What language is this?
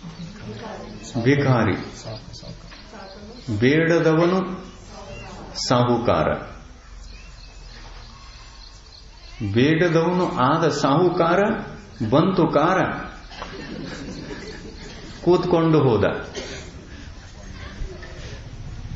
Kannada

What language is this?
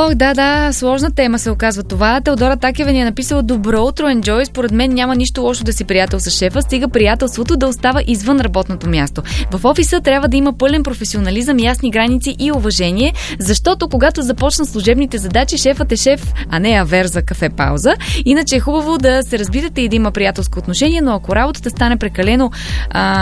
Bulgarian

